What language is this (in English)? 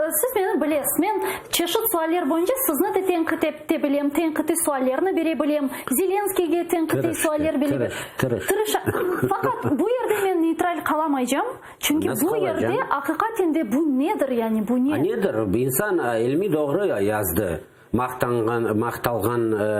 Crimean Tatar